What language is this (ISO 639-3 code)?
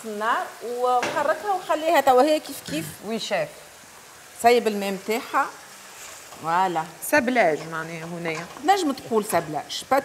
aeb